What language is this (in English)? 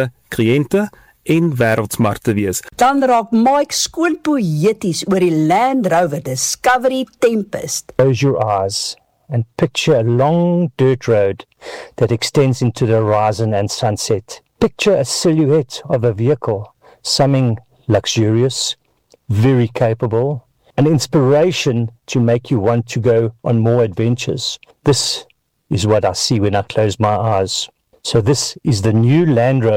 Afrikaans